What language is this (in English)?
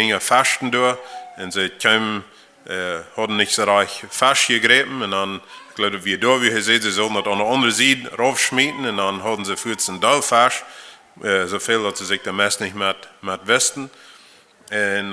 Plautdietsch